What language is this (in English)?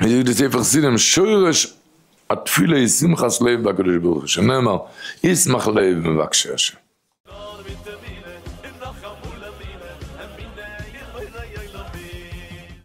Yiddish